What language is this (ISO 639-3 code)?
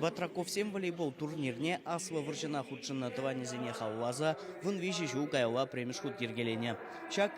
chv